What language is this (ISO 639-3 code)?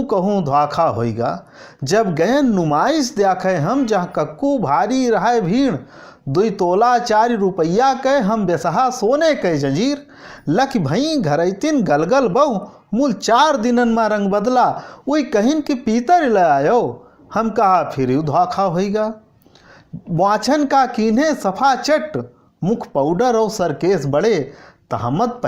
awa